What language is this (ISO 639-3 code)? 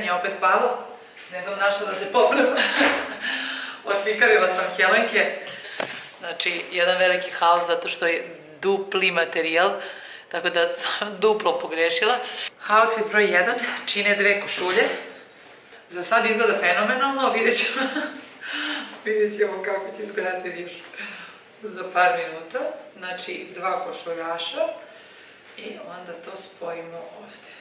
srp